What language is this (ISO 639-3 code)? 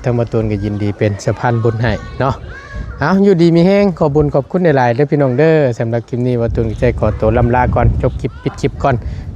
tts